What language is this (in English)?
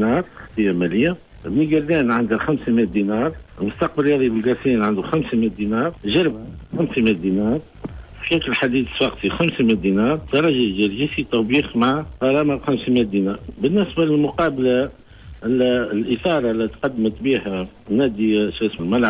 Tunisian Arabic